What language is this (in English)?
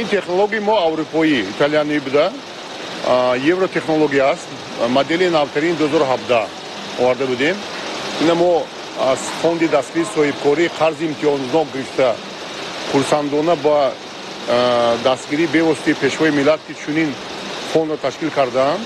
Tajik